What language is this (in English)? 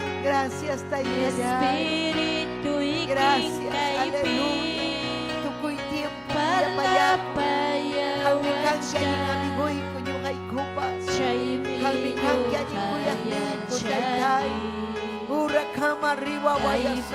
Ayacucho Quechua